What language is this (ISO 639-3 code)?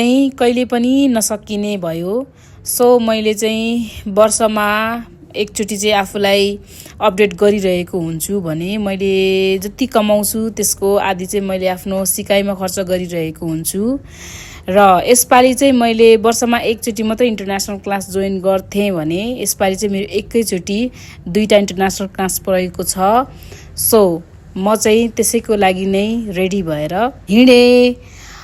nep